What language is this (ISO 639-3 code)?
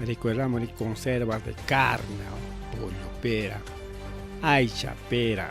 quy